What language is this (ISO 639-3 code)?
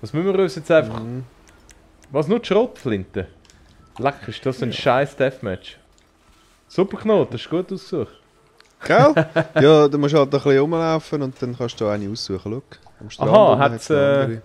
gsw